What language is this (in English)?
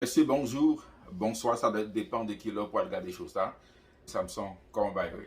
Haitian Creole